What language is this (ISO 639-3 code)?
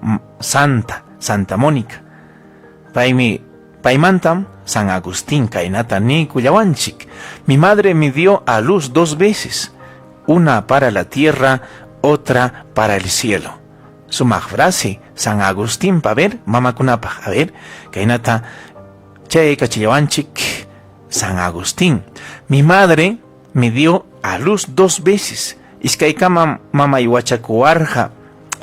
quy